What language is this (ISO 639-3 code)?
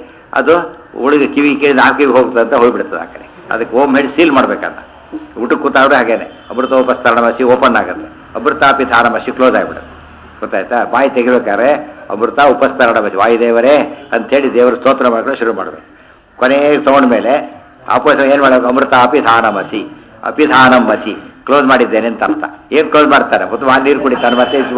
kan